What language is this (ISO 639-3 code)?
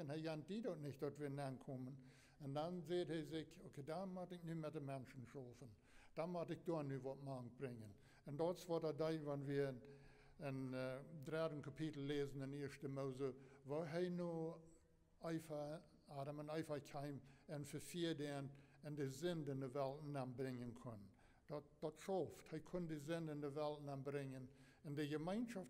pdt